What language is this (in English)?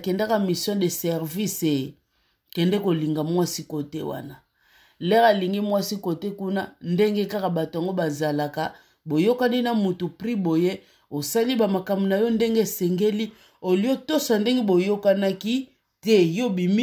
Lingala